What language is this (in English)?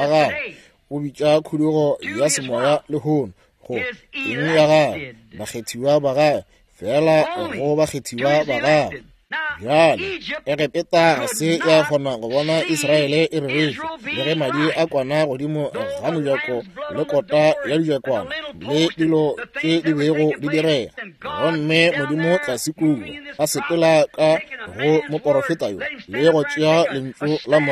Northern Sotho